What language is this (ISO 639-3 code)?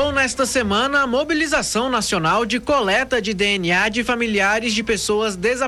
por